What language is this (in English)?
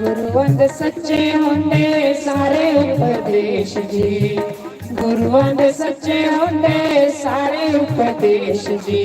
Dogri